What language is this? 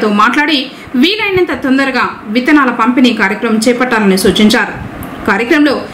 Telugu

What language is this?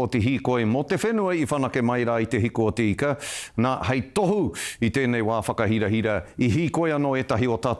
Māori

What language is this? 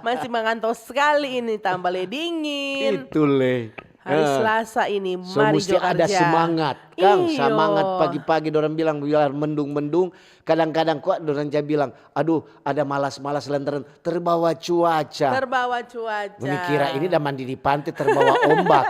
Manado Malay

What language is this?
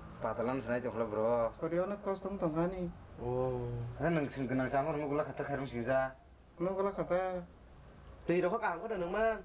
Kok Borok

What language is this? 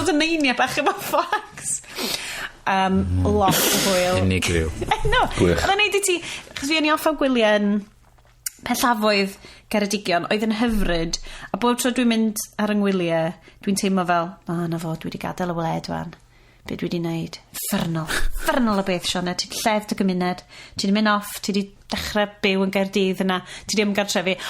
Welsh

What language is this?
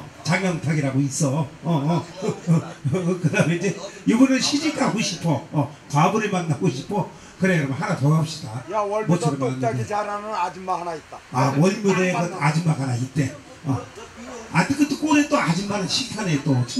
Korean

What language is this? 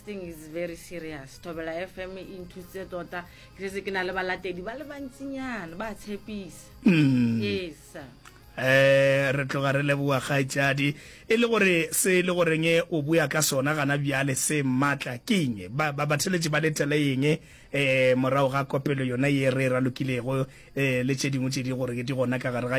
Northern Sotho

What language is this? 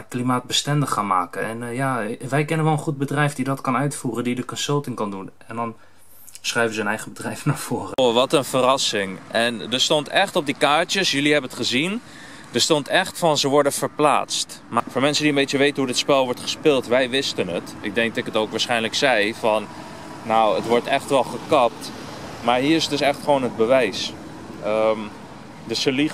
Dutch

